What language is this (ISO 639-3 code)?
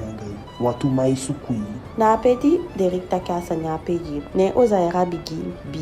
djk